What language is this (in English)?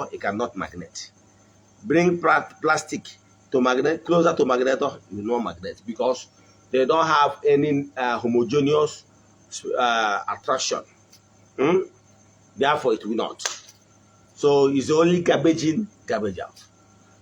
Igbo